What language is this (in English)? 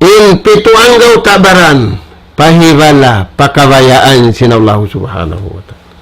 Tausug